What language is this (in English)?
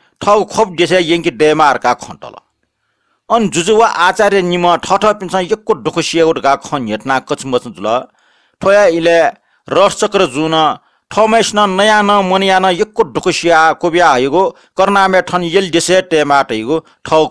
Newari